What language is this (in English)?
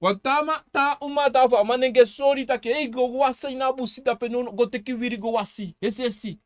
Sranan Tongo